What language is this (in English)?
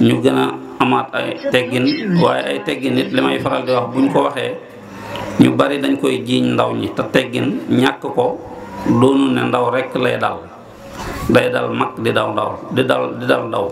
Wolof